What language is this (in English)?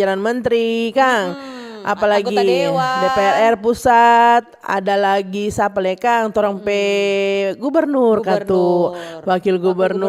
Manado Malay